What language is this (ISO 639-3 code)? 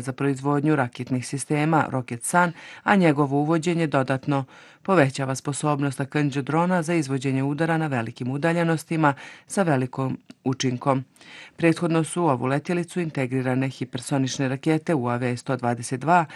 bos